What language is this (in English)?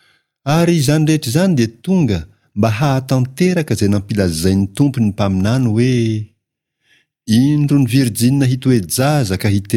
Malagasy